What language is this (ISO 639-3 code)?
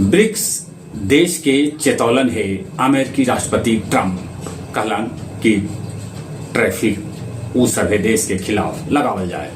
mag